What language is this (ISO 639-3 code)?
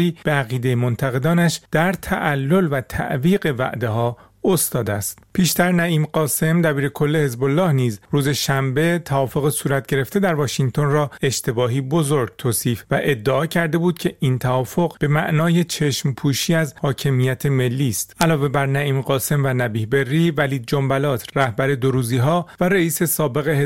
fas